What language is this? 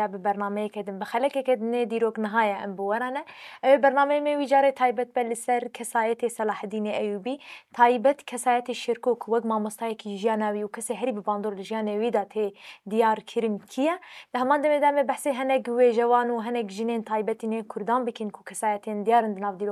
Kurdish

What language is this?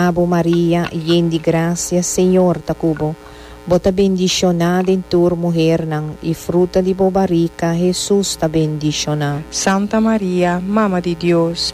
Papiamento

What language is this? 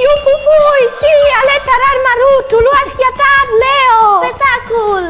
Friulian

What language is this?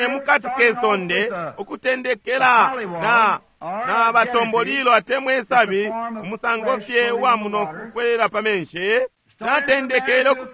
Bemba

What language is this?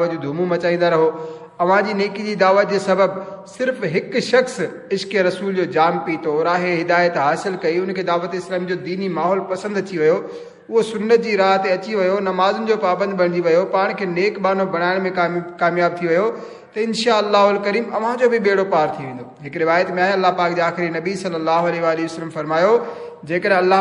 Sindhi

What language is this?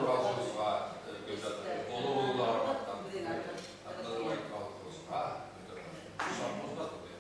Bashkir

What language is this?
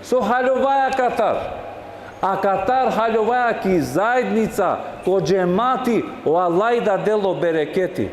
Balkan Romani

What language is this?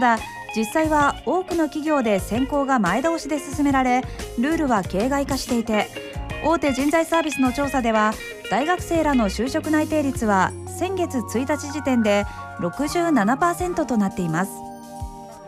Japanese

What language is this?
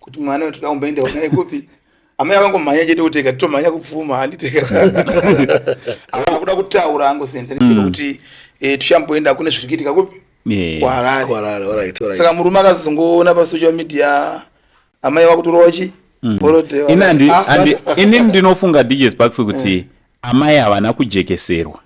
Shona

